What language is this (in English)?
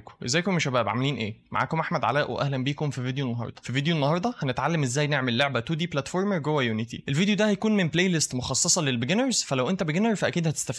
Egyptian Arabic